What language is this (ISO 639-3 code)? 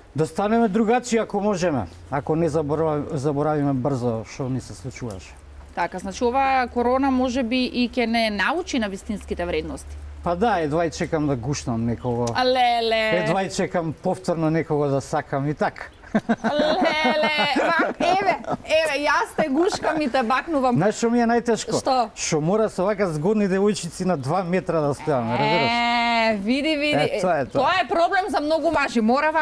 mkd